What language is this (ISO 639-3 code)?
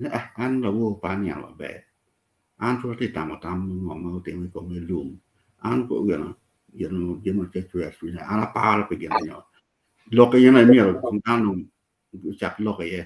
ach